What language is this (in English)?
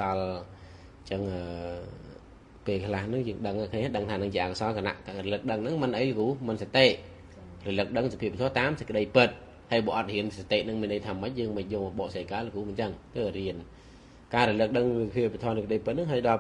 Khmer